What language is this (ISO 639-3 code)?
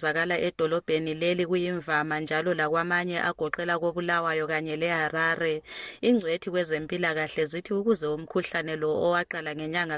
nde